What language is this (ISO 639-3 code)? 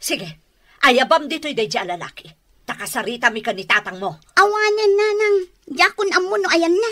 ilo